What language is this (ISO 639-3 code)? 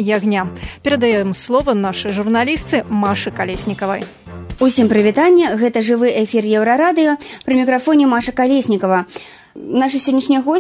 bel